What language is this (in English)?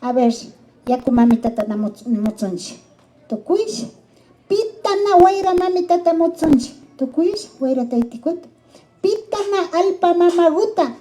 Imbabura Highland Quichua